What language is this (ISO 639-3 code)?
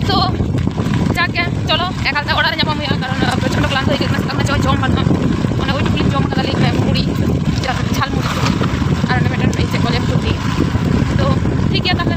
sat